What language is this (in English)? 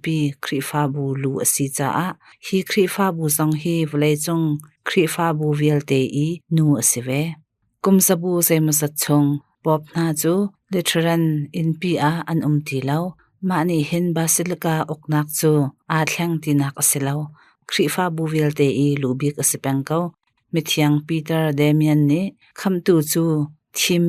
Hakha Chin